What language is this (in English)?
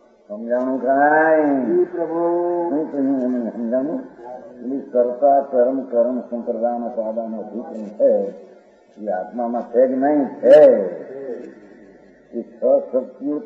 Gujarati